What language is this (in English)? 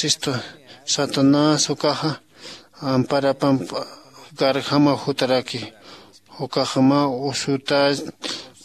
Aymara